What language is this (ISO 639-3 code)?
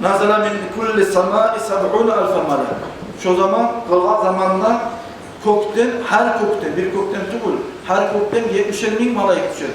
kum